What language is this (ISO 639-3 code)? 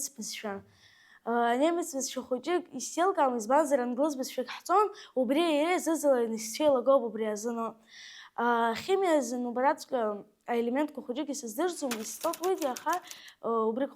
abk